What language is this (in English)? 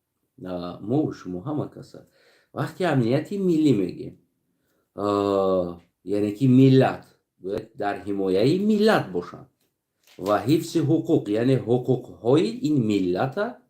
Tajik